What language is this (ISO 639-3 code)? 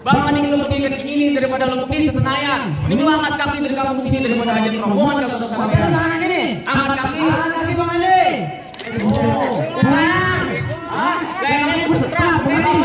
bew